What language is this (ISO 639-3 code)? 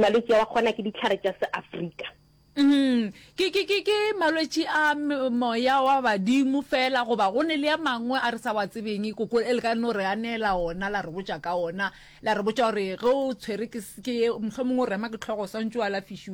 nso